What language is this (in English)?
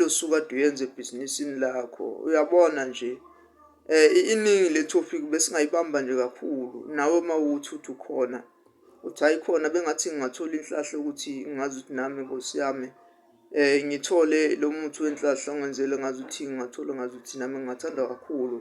Zulu